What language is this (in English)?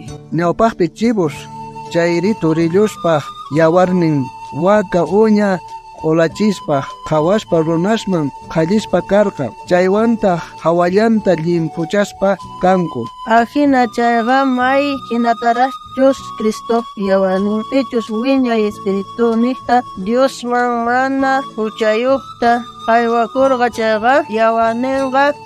South Bolivian Quechua